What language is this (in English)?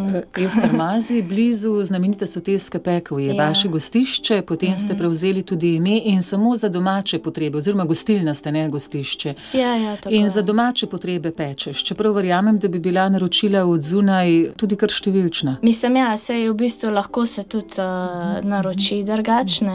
Slovenian